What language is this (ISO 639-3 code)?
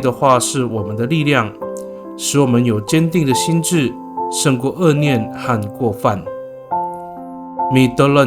ami